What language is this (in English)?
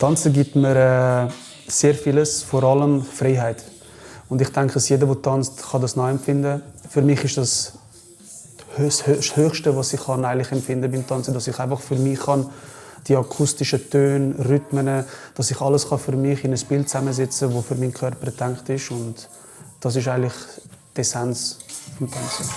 Swiss German